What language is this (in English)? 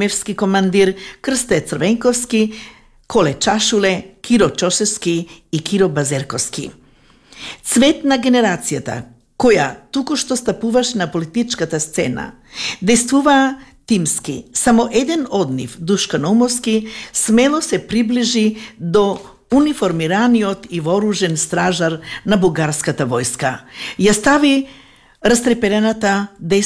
Macedonian